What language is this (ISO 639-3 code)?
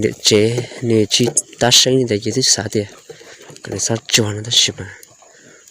hmn